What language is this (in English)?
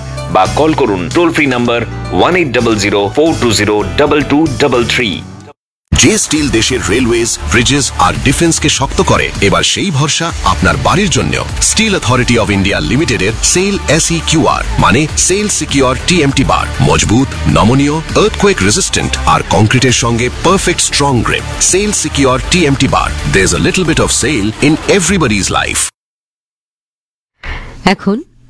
Bangla